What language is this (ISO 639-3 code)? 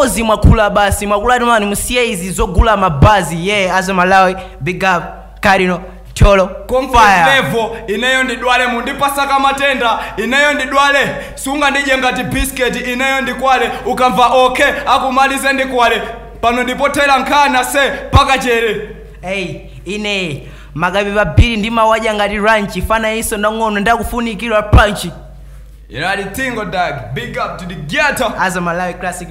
nya